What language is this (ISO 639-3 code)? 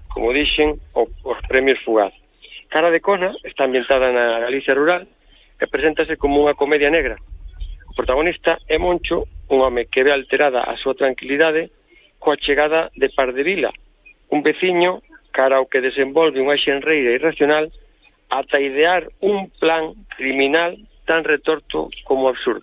glg